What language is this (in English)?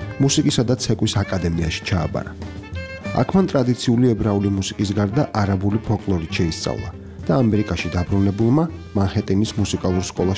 Georgian